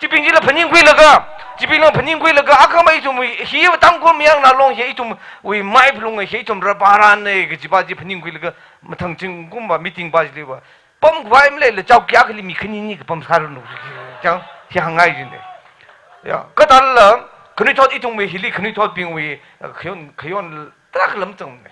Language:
Tangkhul Naga (India)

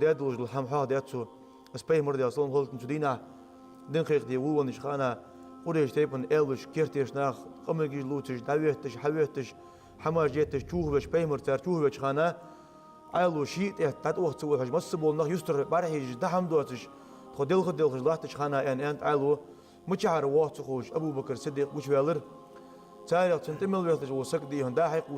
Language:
Ingush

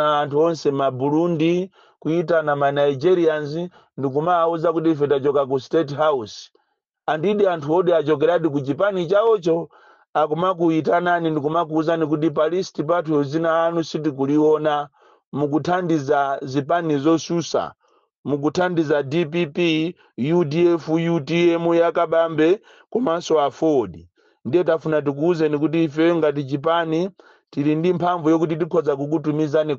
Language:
Nyanja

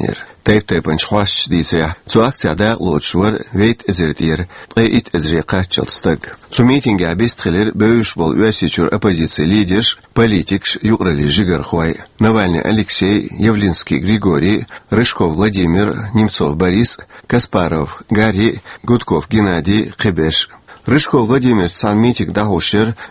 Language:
Chechen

